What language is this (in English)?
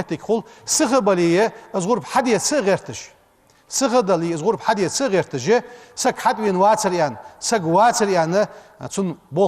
Ingush